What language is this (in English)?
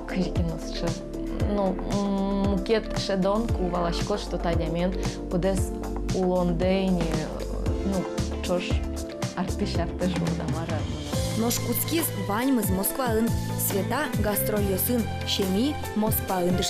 Udmurt